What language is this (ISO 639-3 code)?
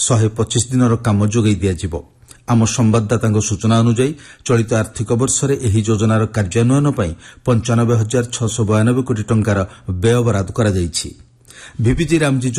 ori